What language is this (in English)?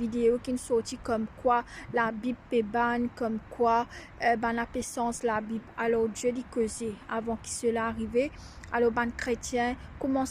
Morisyen